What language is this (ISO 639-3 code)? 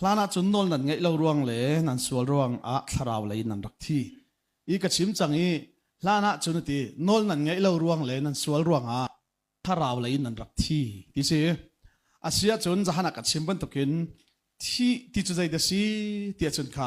cnh